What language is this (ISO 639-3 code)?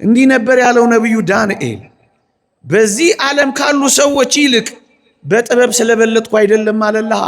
amh